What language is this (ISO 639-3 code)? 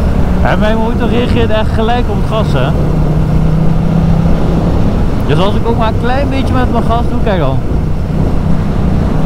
nld